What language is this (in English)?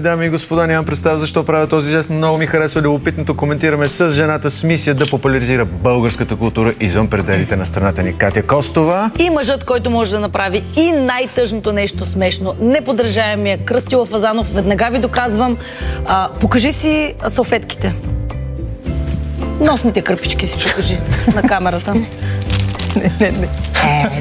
Bulgarian